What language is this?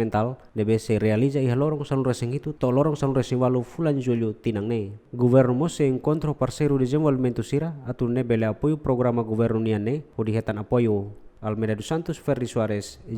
Tetum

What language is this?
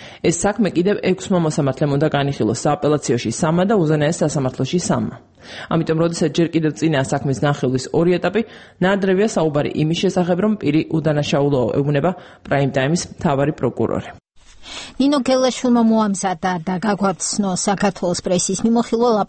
Georgian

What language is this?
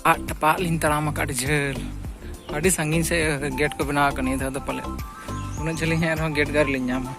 Santali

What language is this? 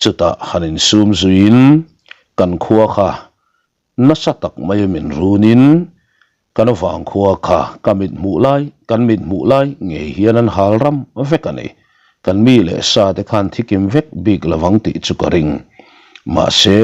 Mizo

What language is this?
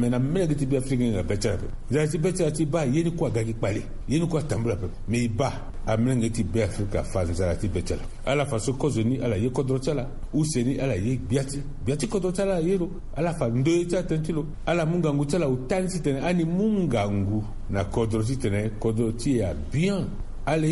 Sango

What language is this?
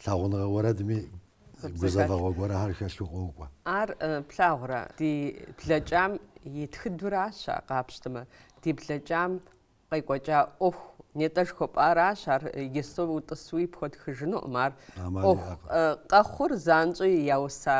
Kabardian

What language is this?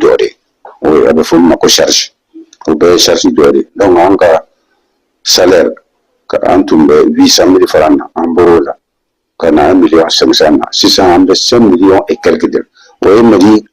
Bambara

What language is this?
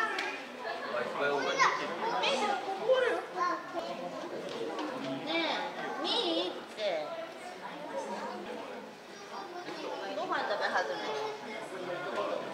Japanese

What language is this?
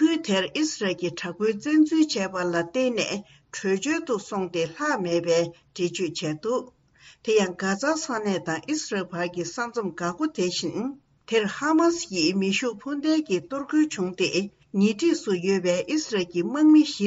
Tibetan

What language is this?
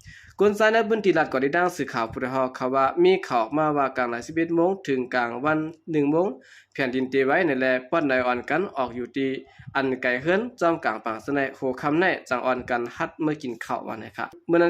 Shan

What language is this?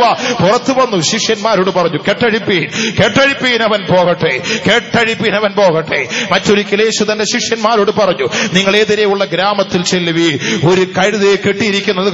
Malayalam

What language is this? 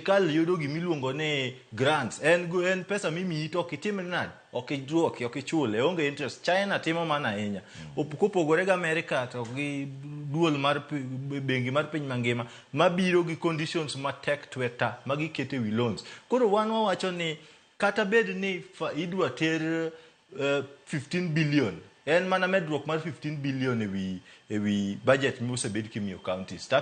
Luo (Kenya and Tanzania)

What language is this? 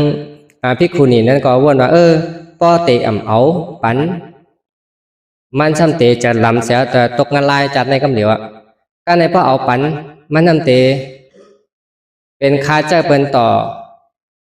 Shan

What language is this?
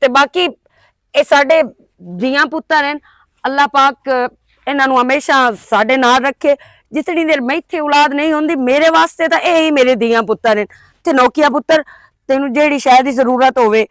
Western Panjabi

